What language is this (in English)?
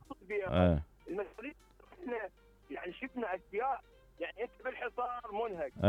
Mesopotamian Arabic